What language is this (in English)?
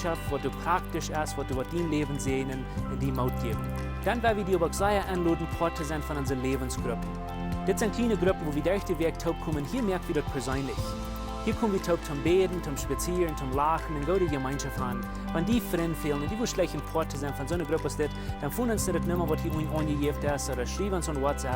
Plautdietsch